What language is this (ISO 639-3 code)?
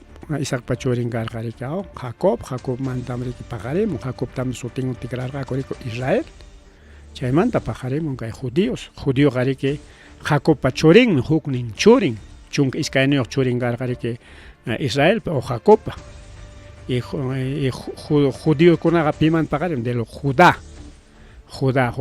quy